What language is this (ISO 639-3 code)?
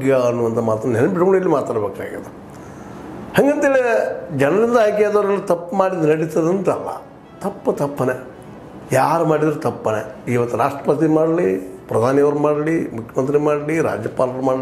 kan